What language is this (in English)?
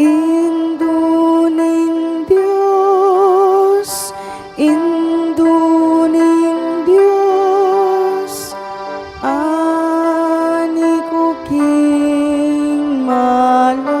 Pampanga